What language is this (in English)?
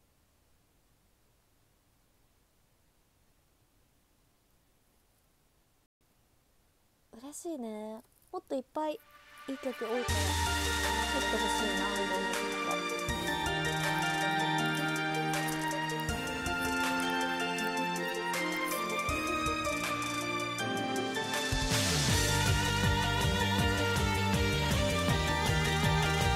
Japanese